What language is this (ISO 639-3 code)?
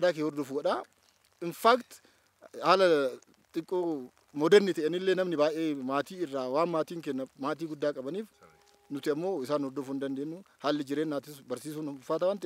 orm